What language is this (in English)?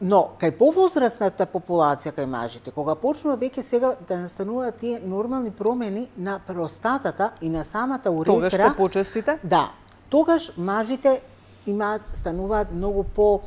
Macedonian